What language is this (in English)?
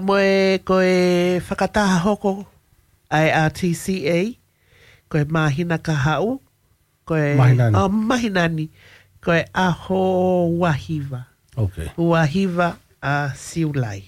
Tongan